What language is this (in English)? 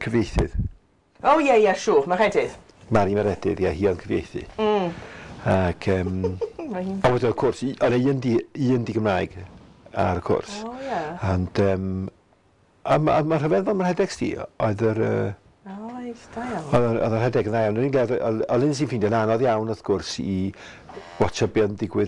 Welsh